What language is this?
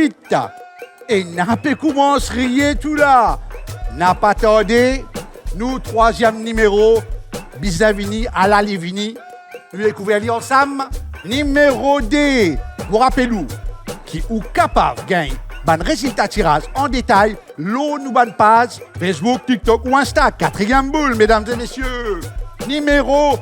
Morisyen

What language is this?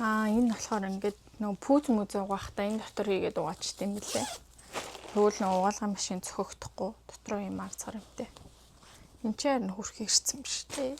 Mongolian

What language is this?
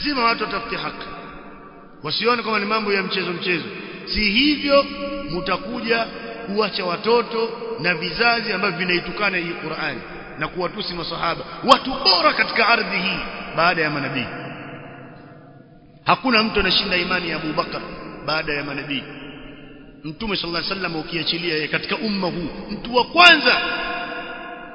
Swahili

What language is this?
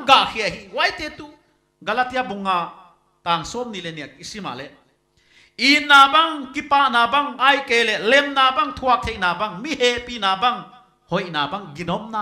Paite Chin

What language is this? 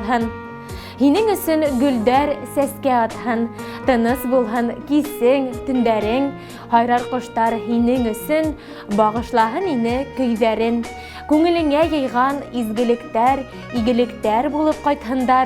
Bashkir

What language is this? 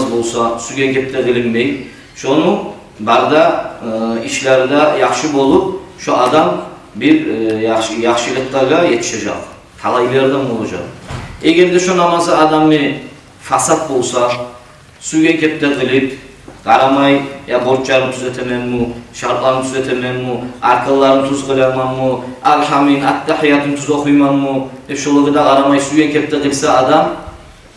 Kumyk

